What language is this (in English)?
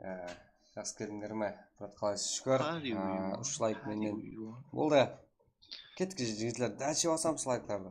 Kara-Kalpak